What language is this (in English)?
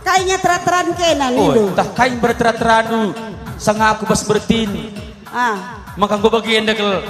Batak Karo